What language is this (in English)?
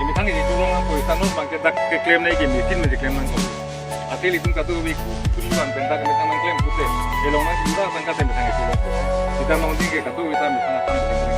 Karbi